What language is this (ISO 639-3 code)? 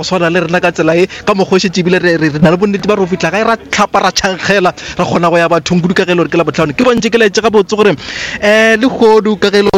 nso